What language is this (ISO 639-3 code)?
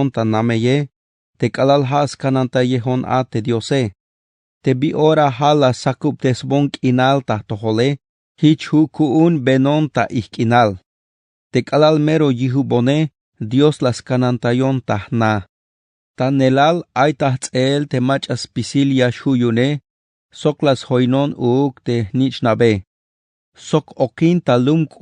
tzh